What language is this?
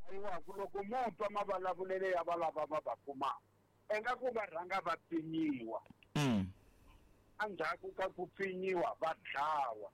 Tsonga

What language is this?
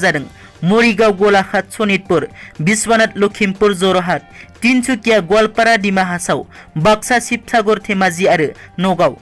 Bodo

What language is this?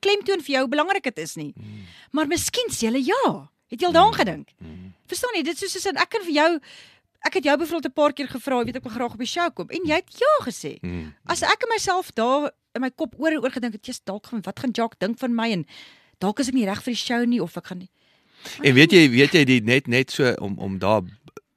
Afrikaans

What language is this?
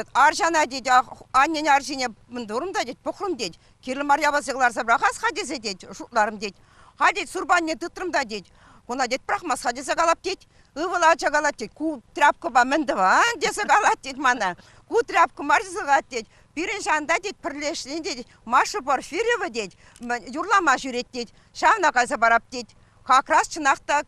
Chuvash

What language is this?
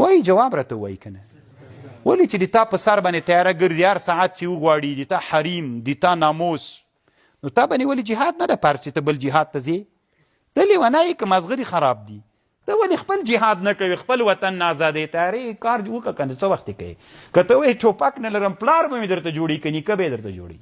Pashto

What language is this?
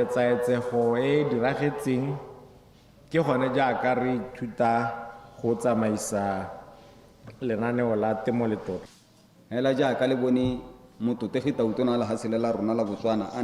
Tswana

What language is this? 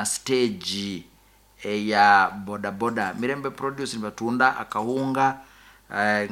Nyoro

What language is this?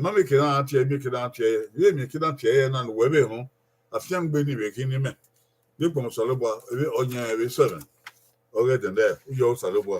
Bini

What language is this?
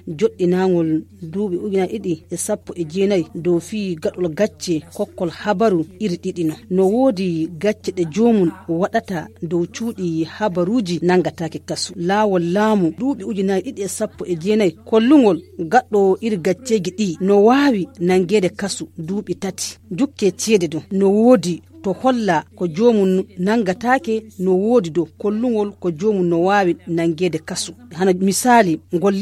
Fula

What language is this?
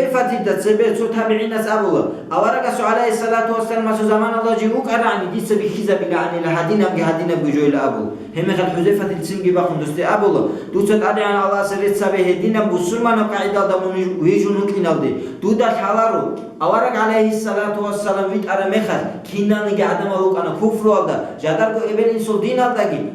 Avaric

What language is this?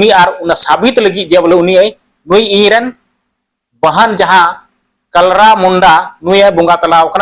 Santali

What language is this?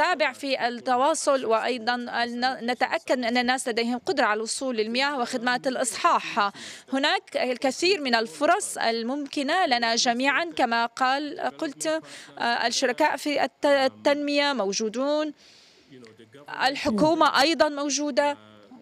Arabic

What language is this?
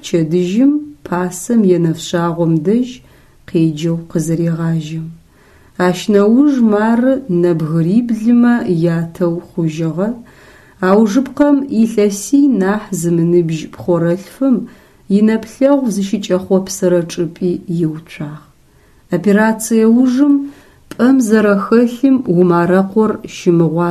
Adyghe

